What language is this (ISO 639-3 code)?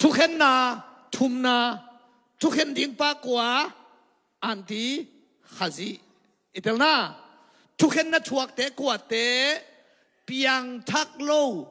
ctd